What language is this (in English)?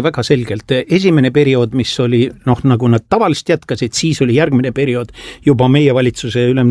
Estonian